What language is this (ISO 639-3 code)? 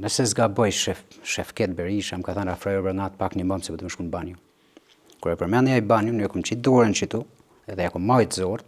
sqi